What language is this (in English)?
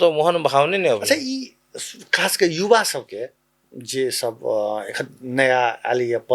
Maithili